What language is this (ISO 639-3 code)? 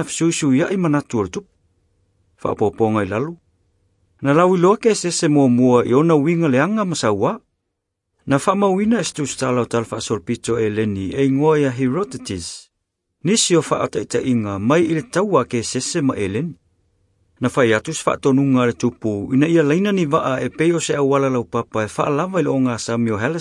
smo